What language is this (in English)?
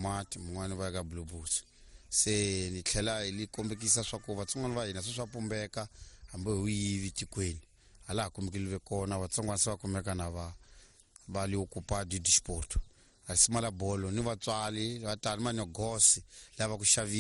Tsonga